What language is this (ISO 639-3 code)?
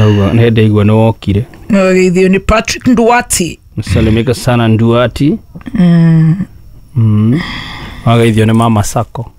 kik